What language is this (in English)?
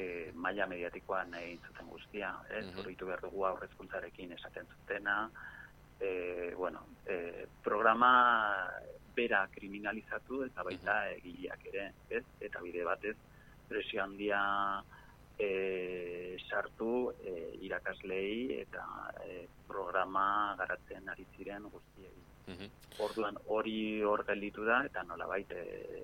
Basque